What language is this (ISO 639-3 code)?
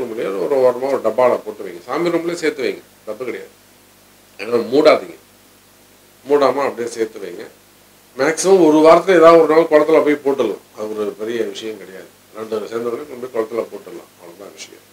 tam